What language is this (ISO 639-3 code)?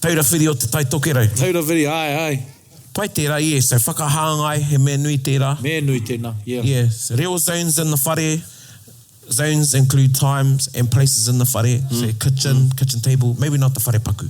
mri